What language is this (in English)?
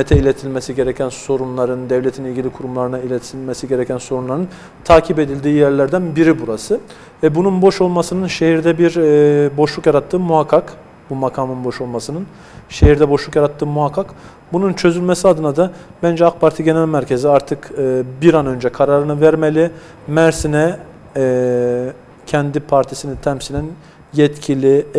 Turkish